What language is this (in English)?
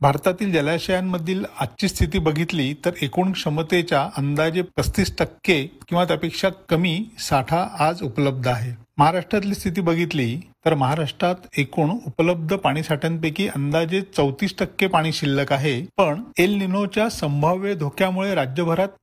Marathi